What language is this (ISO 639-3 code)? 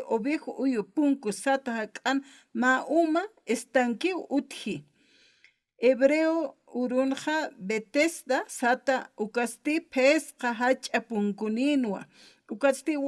aym